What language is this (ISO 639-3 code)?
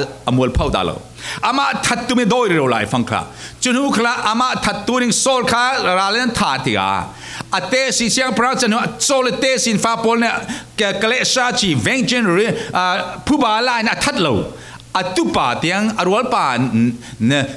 cfm